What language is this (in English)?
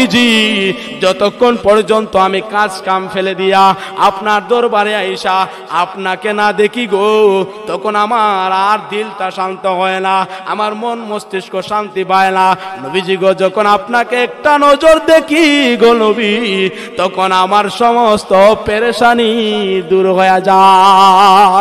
Sylheti